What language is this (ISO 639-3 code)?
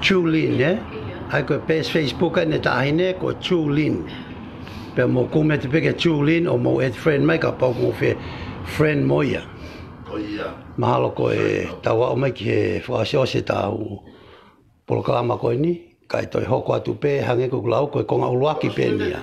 ton